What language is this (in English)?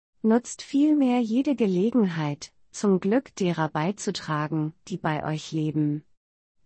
German